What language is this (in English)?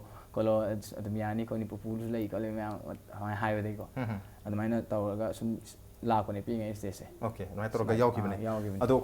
Manipuri